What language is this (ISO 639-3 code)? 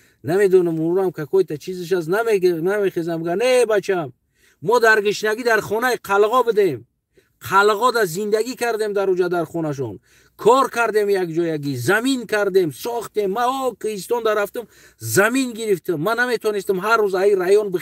tgk